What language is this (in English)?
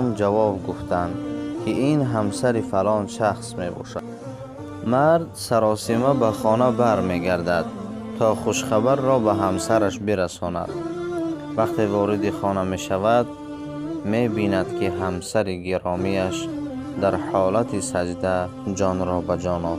Tajik